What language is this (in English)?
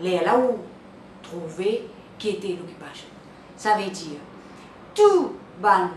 Morisyen